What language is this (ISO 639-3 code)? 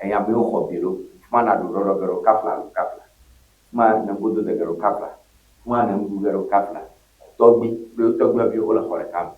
ewe